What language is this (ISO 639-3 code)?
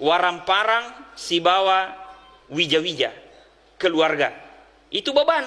bug